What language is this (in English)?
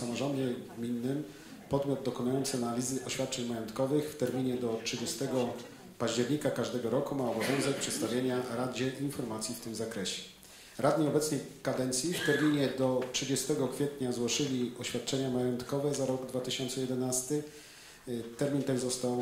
Polish